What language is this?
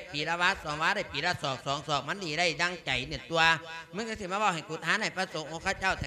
Lao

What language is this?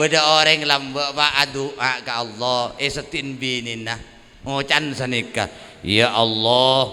Madurese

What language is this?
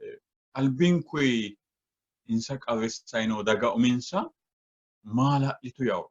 Sidamo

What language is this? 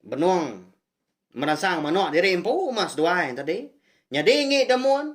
Iban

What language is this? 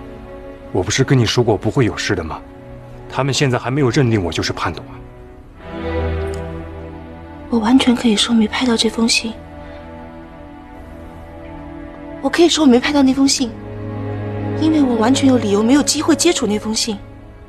Chinese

